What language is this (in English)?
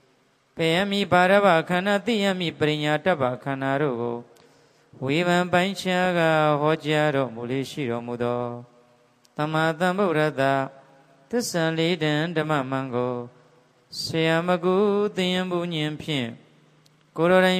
Burmese